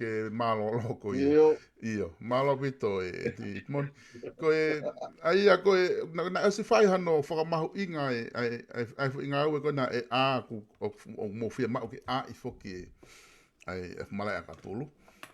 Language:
Tongan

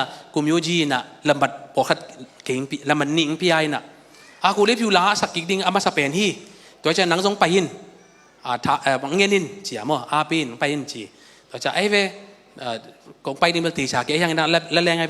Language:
Tedim Chin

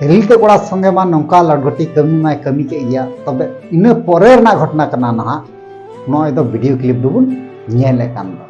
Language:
Santali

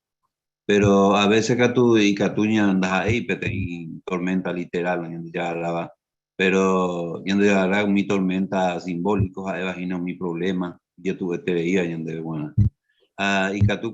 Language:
Guarani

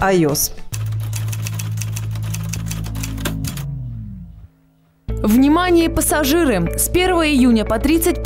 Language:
Russian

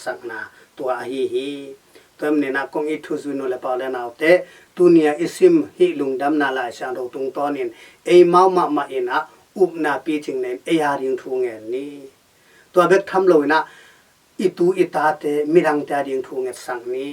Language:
Tedim Chin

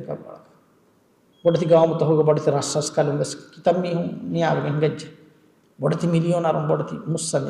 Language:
Divehi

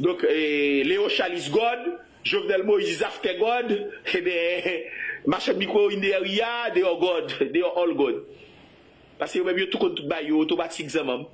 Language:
Haitian Creole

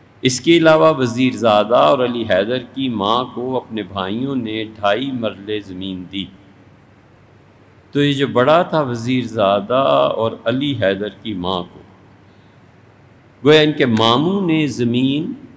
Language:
Urdu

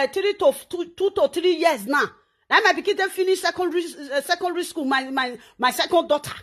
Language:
Nigerian Pidgin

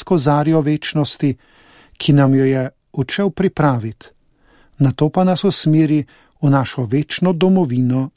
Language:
Slovenian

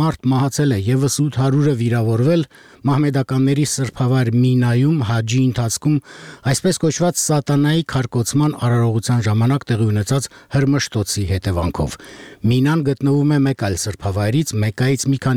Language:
Armenian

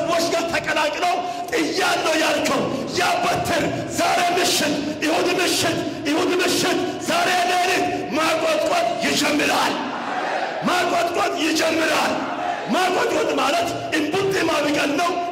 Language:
Amharic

